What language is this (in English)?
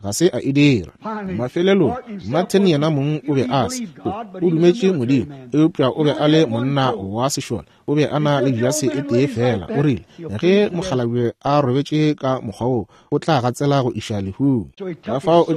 Northern Sotho